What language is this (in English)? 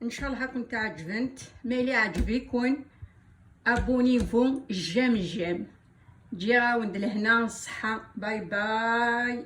Kabyle